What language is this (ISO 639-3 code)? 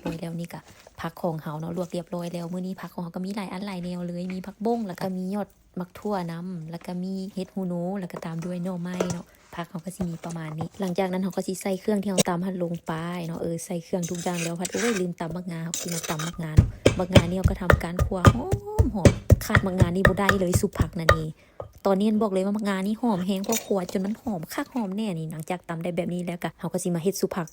lao